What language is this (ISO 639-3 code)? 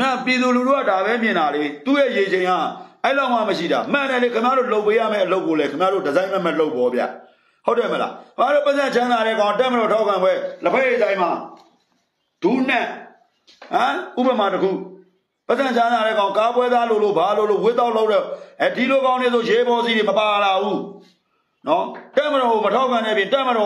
mya